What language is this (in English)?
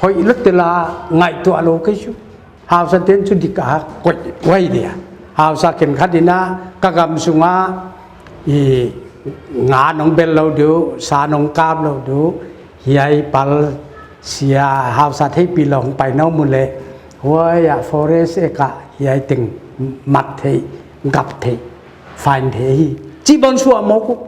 Paite Chin